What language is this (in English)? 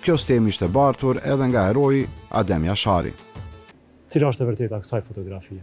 Albanian